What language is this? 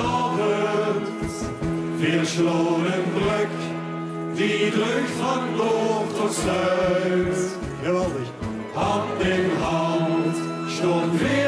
Limburgish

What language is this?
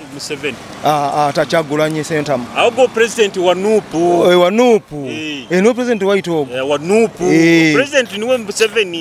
Nyoro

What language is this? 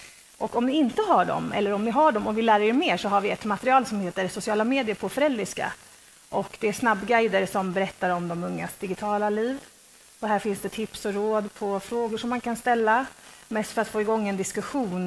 Swedish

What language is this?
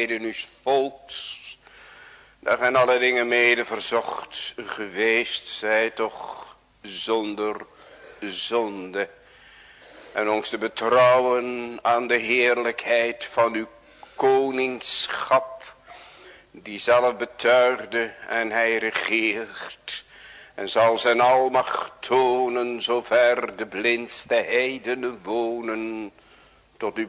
Dutch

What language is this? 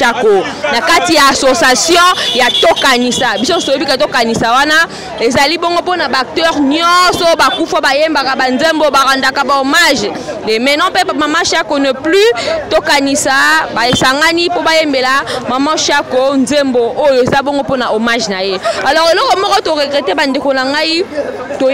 Lingala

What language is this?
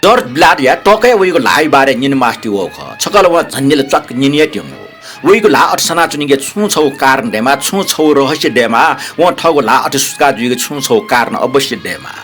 Newari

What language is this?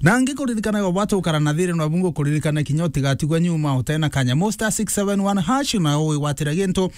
Meru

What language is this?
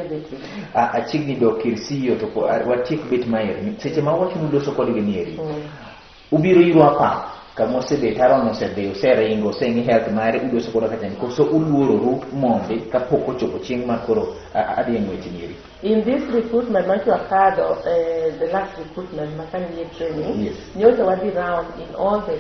Luo (Kenya and Tanzania)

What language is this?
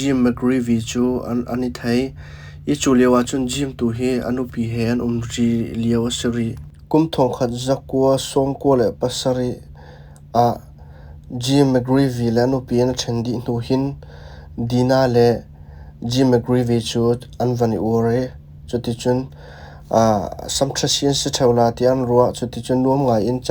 Hakha Chin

